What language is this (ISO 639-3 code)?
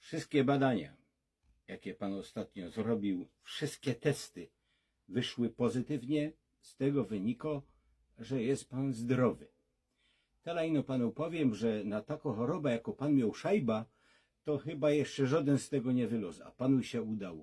szl